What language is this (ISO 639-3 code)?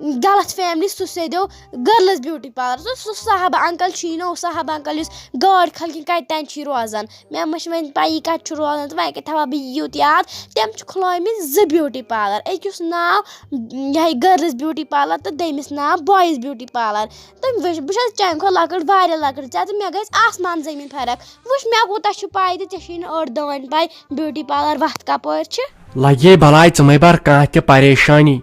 kas